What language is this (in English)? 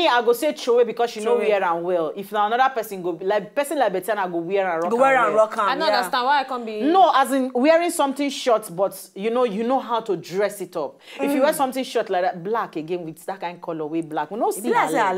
Nigerian Pidgin